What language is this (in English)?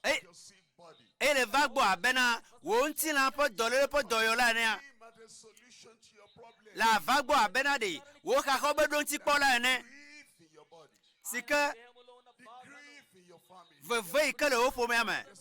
Ewe